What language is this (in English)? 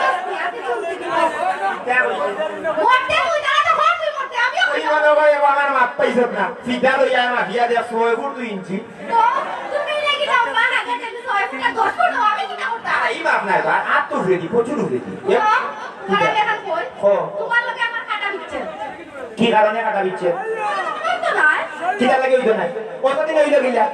Sylheti